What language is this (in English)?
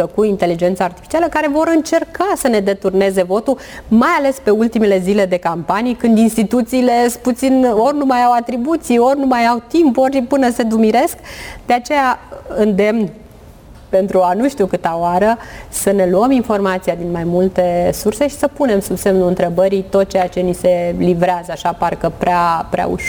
Romanian